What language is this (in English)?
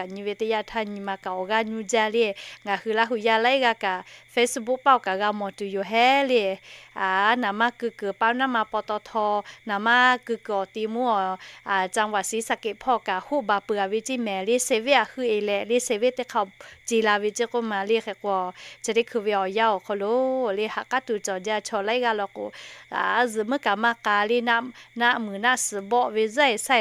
Lahu